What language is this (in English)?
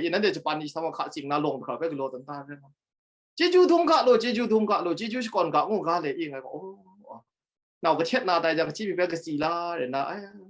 Kachin